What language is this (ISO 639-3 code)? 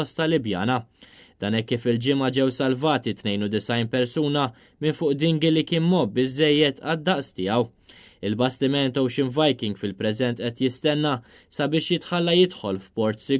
mlt